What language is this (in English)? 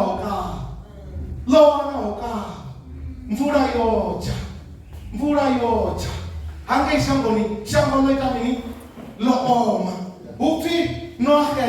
Venda